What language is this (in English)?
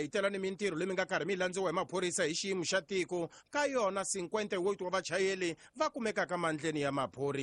Tsonga